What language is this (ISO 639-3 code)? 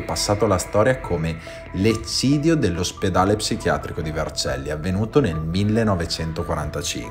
ita